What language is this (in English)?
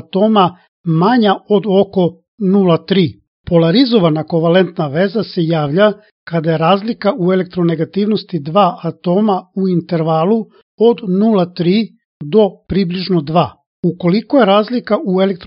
Serbian